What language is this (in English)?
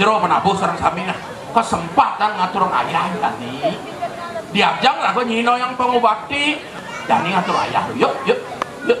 Balinese